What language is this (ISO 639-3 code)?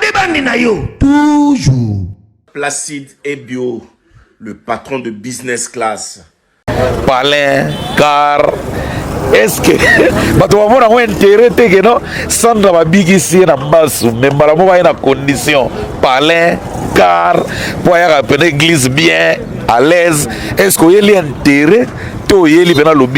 lin